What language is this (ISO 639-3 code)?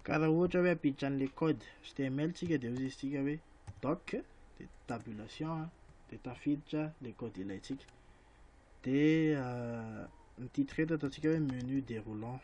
mlg